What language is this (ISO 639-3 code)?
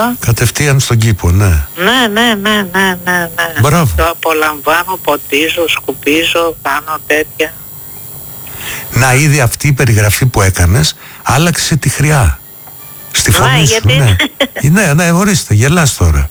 ell